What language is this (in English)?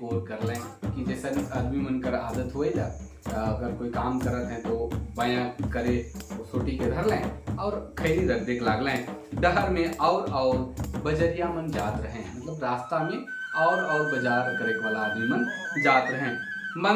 Sadri